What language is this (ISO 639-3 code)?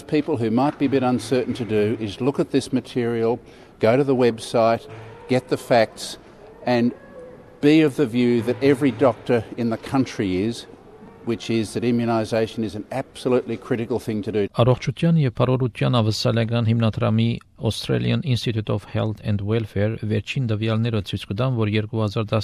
hye